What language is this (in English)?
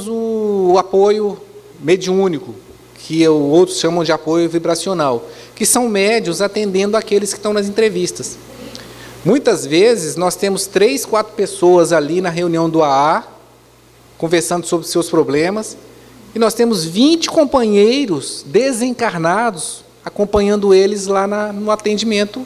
Portuguese